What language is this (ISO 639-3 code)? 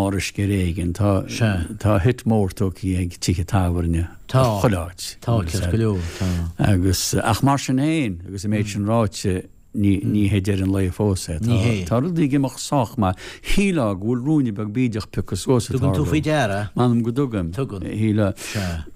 gle